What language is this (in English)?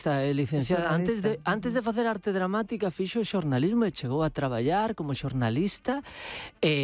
Galician